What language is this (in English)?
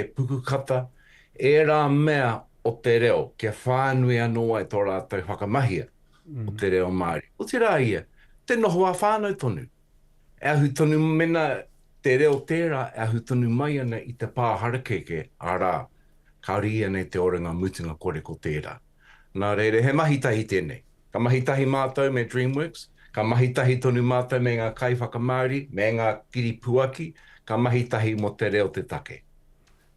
Māori